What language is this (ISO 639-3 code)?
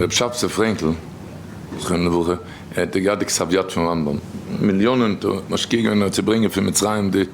yid